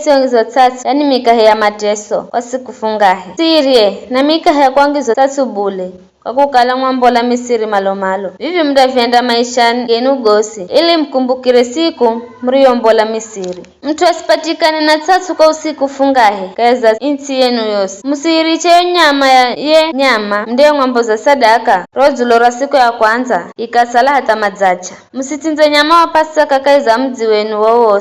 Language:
Giryama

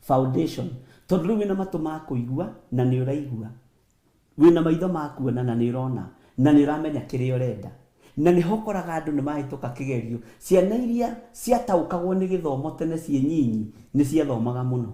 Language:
Kikuyu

